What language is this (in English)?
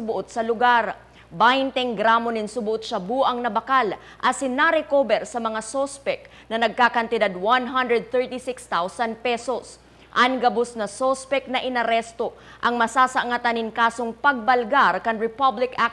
Bikol